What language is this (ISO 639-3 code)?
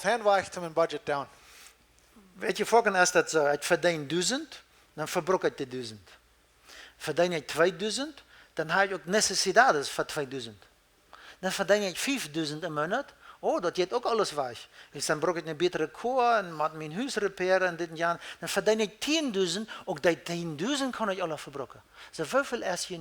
pdt